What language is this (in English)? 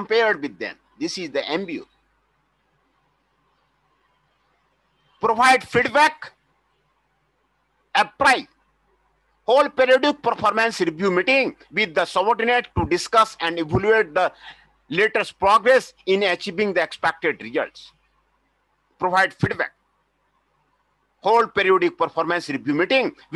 English